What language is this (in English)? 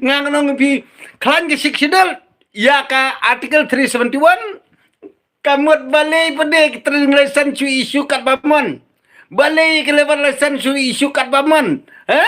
Khasi